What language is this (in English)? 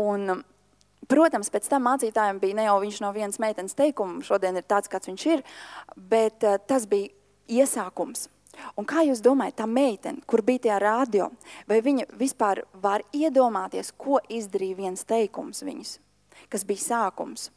Latvian